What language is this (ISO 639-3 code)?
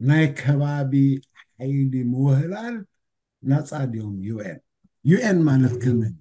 tir